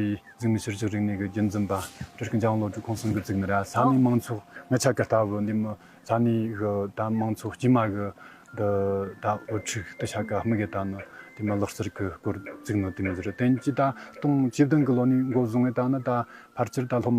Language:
Tibetan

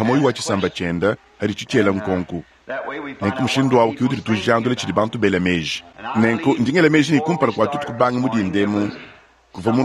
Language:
Luba-Lulua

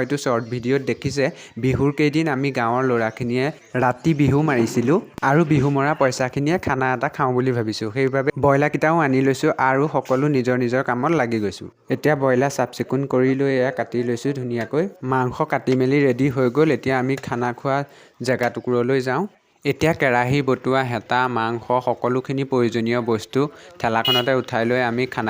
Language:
Assamese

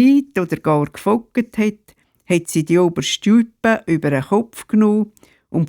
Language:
Swiss German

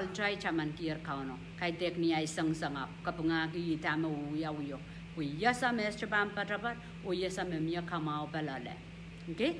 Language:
Pohnpeian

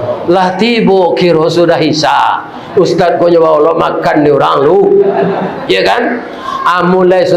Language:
Minangkabau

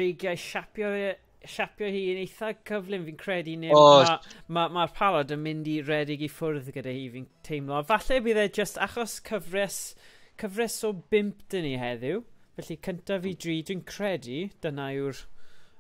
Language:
Welsh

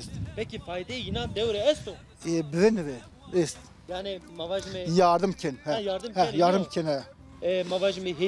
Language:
Zaza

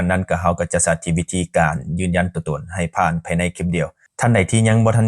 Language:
Lao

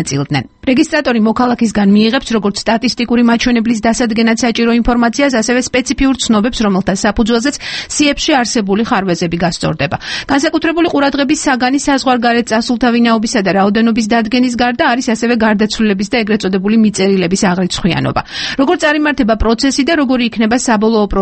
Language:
Georgian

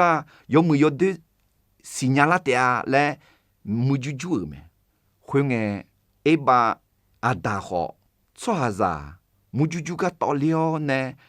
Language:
Akha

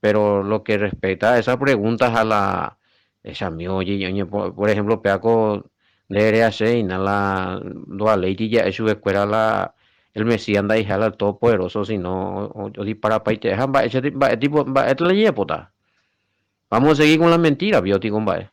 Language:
Guarani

